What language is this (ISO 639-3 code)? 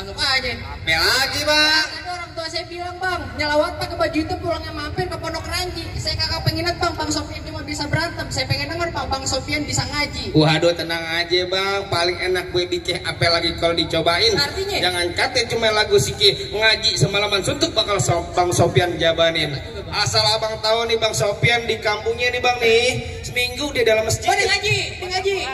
bew